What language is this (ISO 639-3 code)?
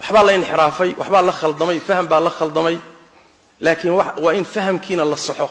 som